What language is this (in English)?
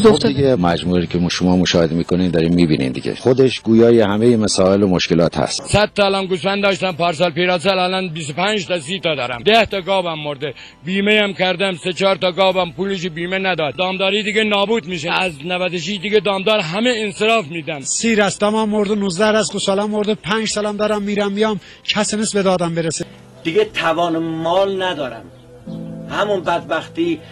Persian